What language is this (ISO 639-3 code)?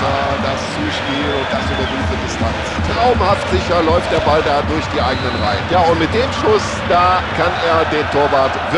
bar